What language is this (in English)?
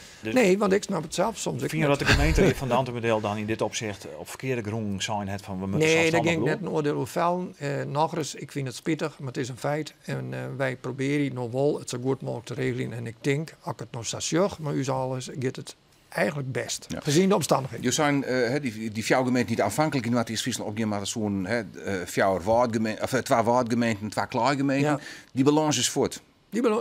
Western Frisian